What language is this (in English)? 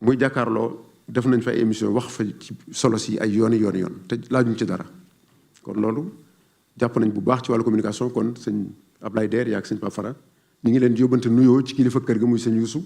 Wolof